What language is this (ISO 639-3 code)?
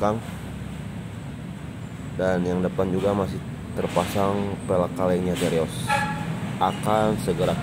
ind